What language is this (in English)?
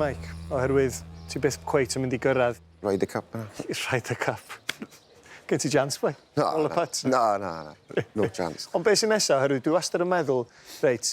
Welsh